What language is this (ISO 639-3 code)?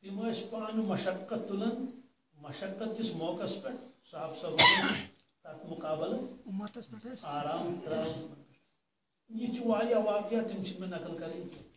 kas